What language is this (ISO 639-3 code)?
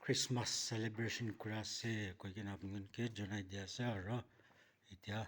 nag